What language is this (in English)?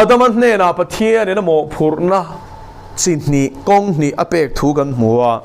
Mizo